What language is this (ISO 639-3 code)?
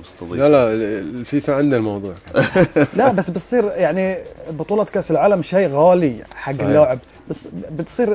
afb